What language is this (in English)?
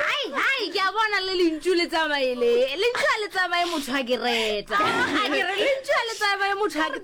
Northern Sotho